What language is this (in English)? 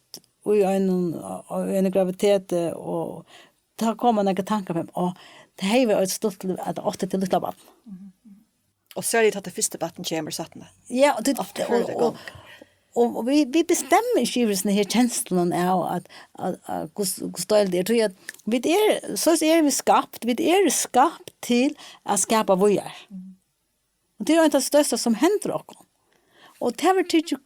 Faroese